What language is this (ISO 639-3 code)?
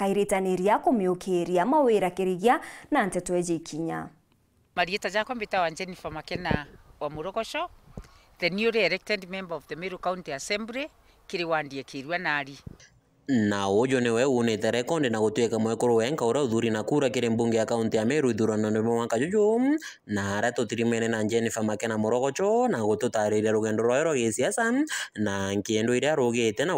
mer